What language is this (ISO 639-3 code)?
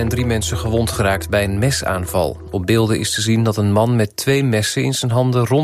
nld